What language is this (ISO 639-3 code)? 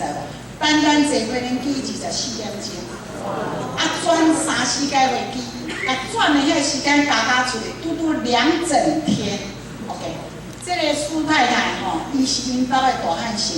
nan